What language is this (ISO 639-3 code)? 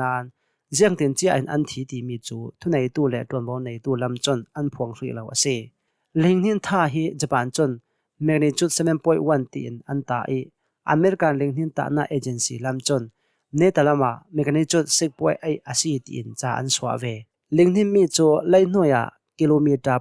cnh